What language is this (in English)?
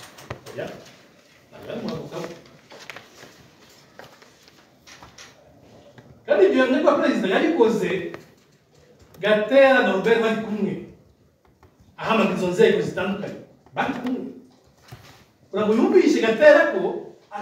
Kinyarwanda